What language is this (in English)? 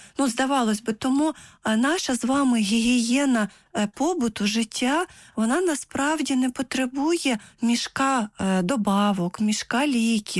Ukrainian